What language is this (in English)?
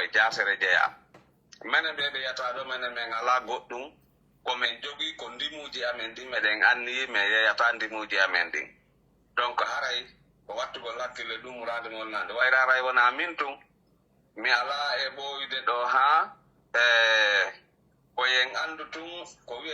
Pular